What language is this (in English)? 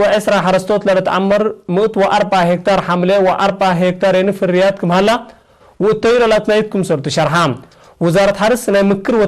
Tigre